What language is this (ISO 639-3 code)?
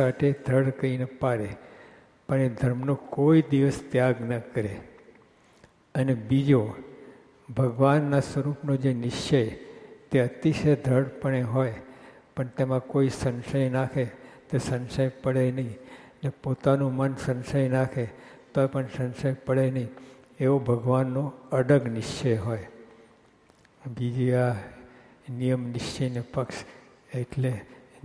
guj